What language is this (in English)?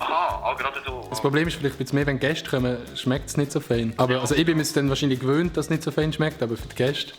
Swiss German